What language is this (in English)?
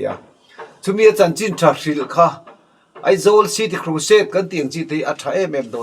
Mizo